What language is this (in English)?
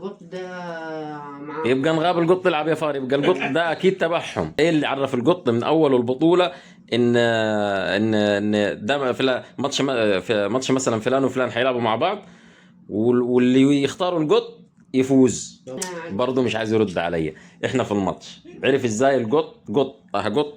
Egyptian Arabic